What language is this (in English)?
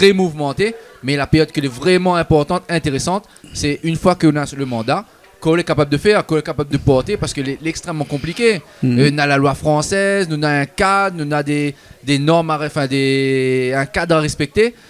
Réunion Creole French